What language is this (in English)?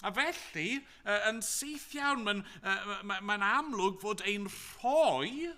Welsh